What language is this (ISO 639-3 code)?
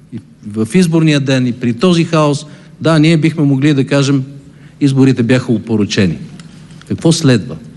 bul